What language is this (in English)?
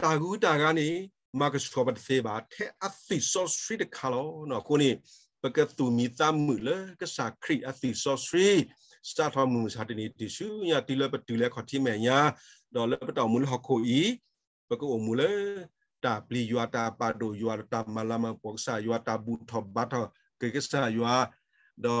S'gaw Karen